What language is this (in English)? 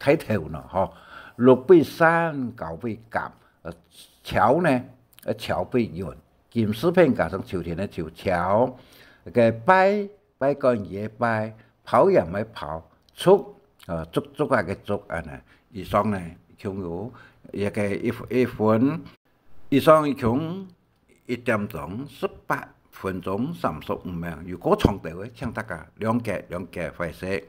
Hakka Chinese